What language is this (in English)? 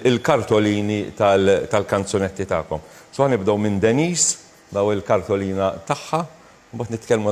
Maltese